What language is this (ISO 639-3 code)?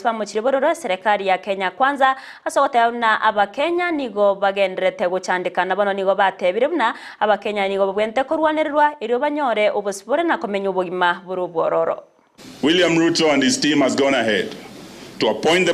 guz